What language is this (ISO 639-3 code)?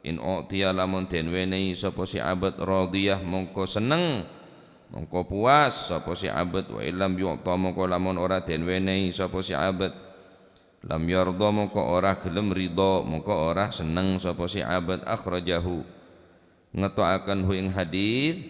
mad